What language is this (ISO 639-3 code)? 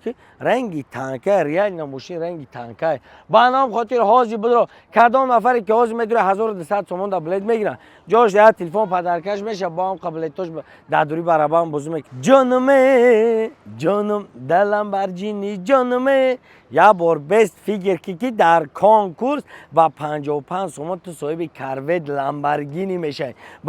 tgk